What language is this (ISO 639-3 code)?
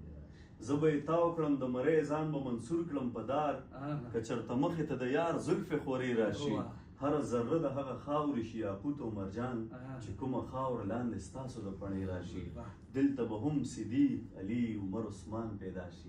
pus